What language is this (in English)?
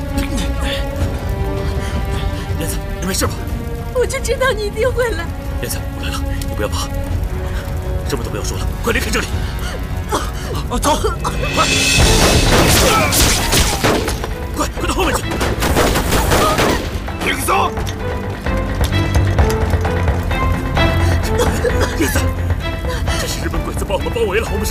Chinese